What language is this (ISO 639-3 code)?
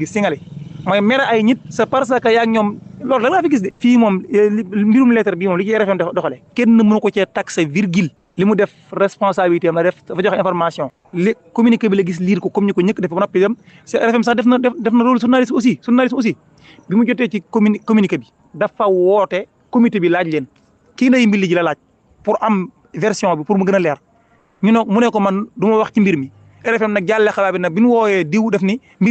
wol